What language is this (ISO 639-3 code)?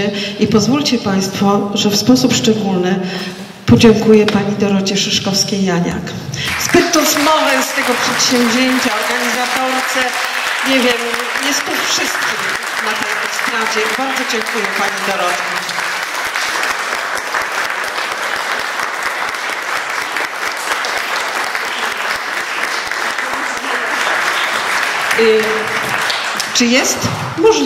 pol